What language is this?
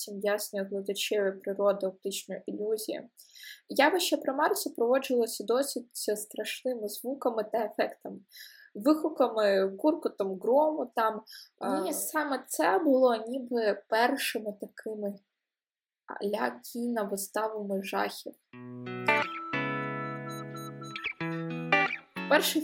Ukrainian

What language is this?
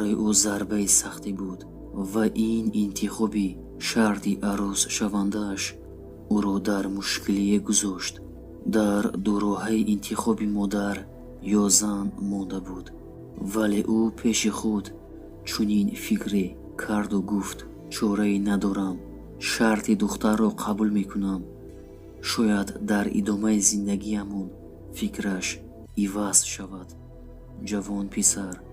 Tajik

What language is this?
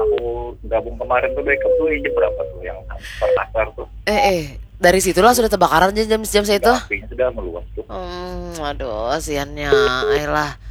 Banjar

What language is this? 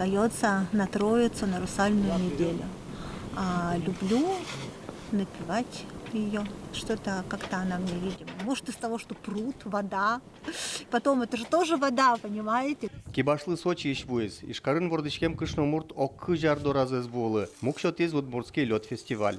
Udmurt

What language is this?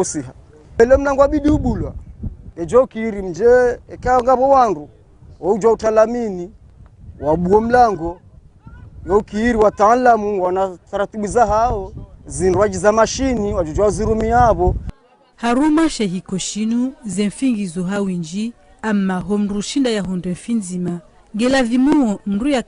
Ngazidja Comorian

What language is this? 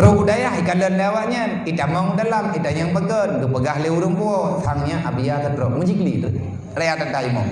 Achinese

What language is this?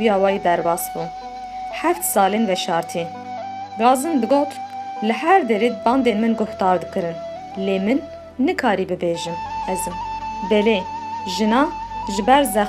Kurdish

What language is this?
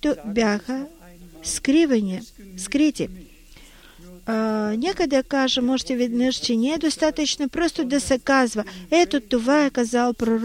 Bulgarian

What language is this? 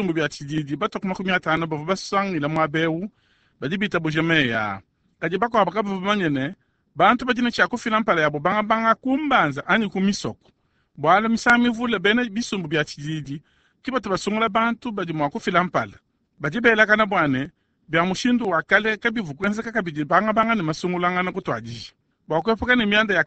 Luba-Lulua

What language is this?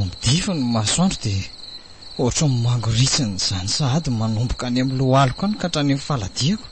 Malagasy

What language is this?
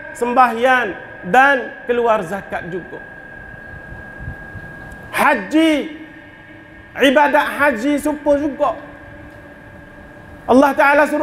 Malay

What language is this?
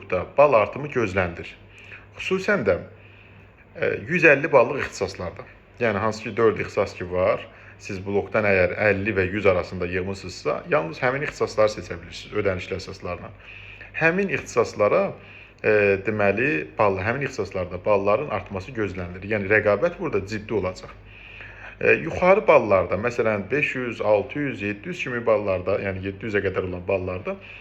Azerbaijani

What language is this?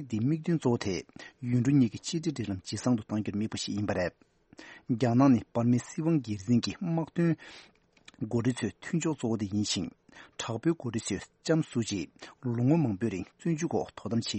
Tibetan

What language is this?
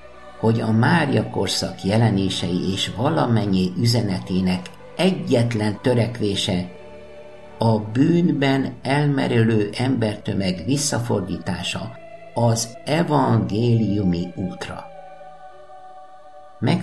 Hungarian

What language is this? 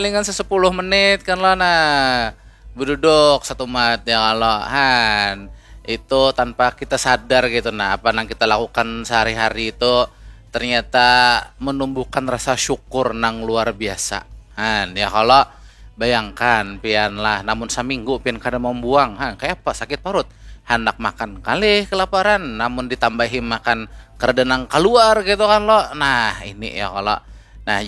Banjar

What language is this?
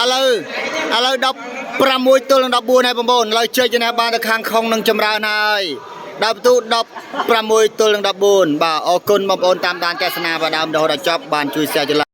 Khmer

